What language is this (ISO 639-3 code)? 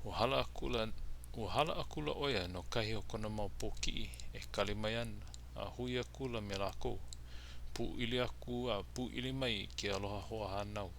haw